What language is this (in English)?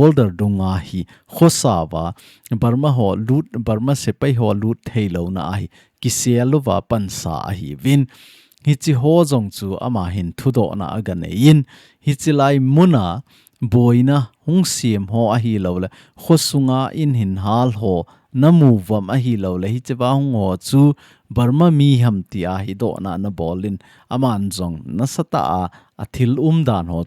Thado Chin